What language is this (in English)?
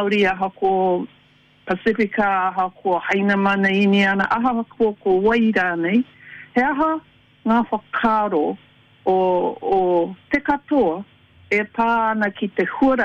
Māori